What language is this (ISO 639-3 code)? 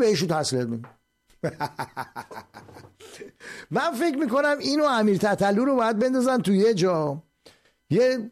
fas